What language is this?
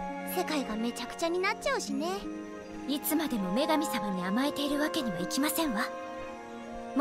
Japanese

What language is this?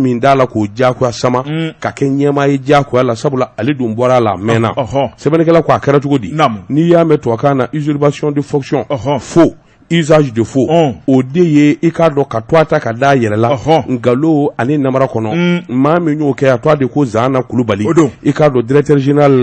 Bambara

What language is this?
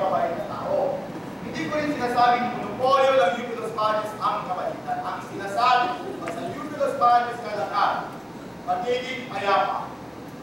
Filipino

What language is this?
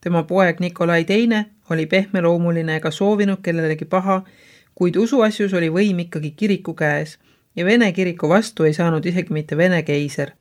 Estonian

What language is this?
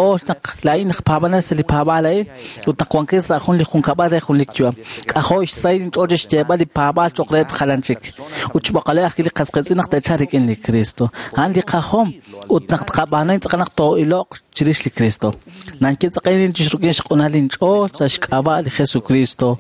Kekchí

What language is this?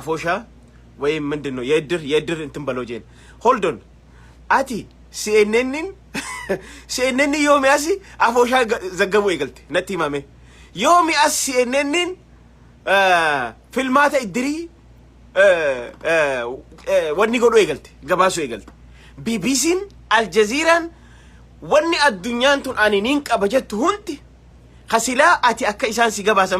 Oromo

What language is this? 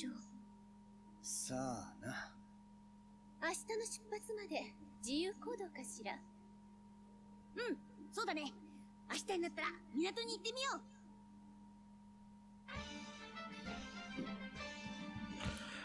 Japanese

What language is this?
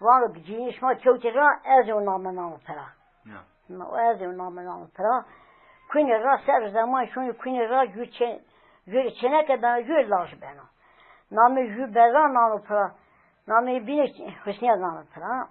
Zaza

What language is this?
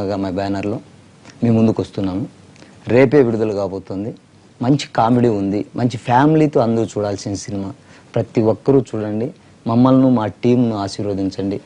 Telugu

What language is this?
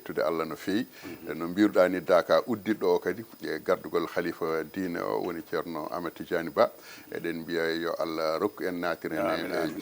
Fula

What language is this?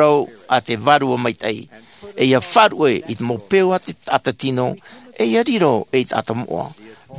Tahitian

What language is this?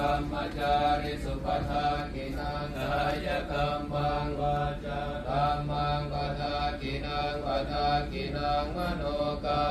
Pali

